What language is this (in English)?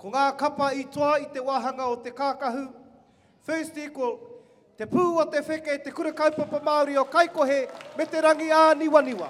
Māori